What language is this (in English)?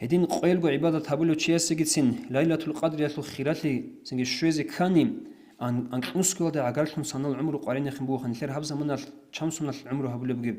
Avaric